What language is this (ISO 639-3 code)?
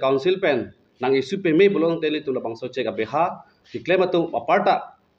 mjw